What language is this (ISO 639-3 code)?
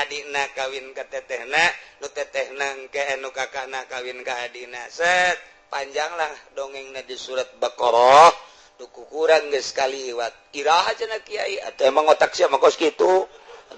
sun